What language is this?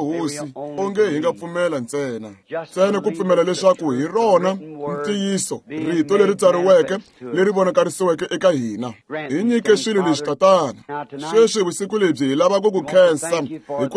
Tsonga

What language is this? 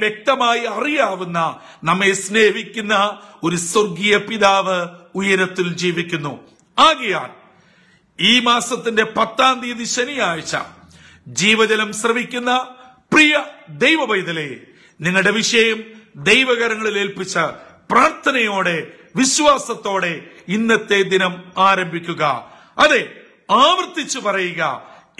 Malayalam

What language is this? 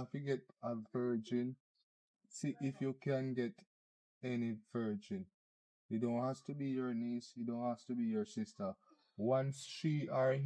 Jamaican Creole English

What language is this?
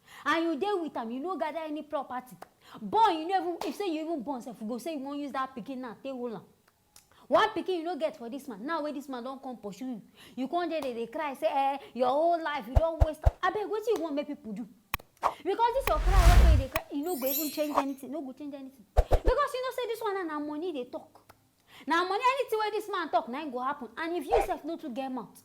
Nigerian Pidgin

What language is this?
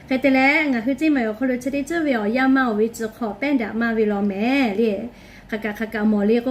Lahu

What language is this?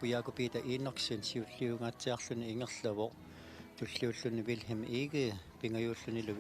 Kalaallisut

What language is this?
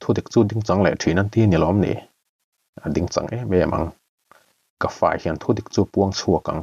Mizo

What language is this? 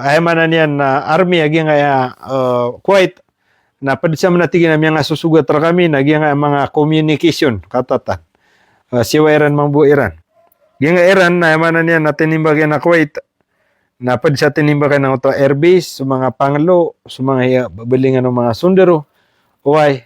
Maranao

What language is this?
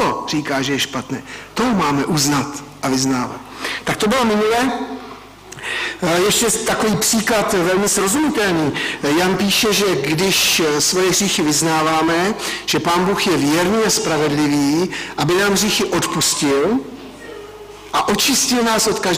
Czech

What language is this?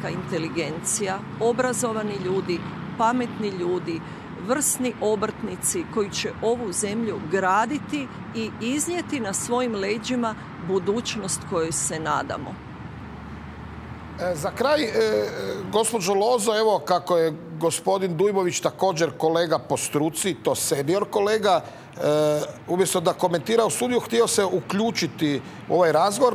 Croatian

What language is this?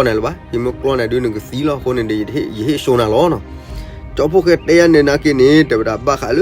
S'gaw Karen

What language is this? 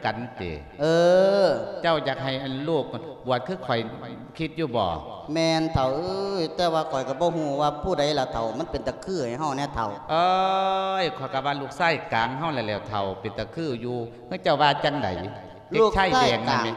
Lao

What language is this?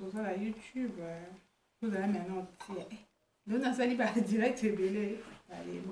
Lingala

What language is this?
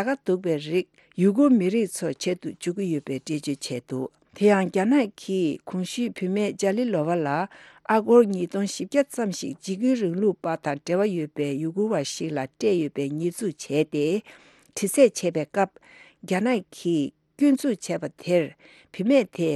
Tibetan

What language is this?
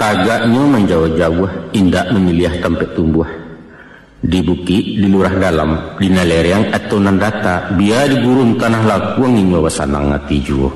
Minangkabau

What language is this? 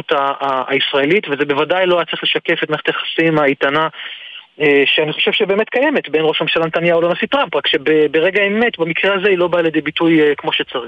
Hebrew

